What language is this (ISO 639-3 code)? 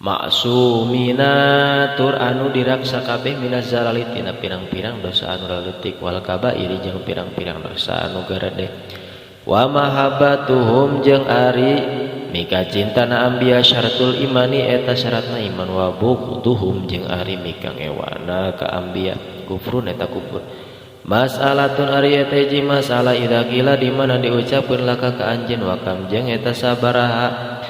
sun